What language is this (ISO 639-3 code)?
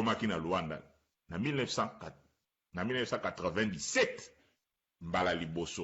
lin